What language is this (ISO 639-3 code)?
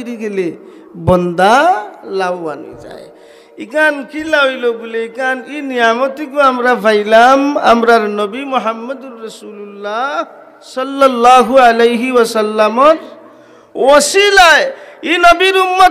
syl